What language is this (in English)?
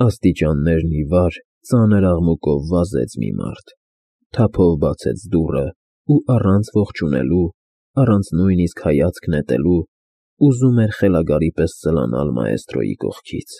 Armenian